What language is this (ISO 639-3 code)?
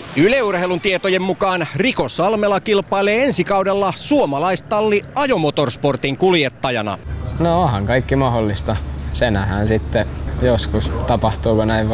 fin